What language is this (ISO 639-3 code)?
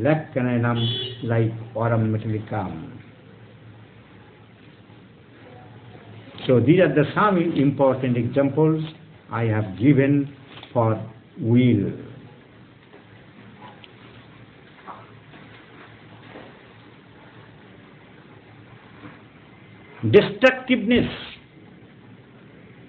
ben